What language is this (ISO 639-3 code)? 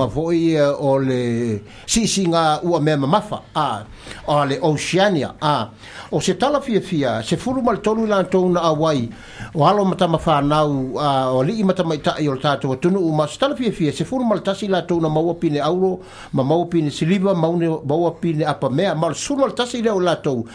smo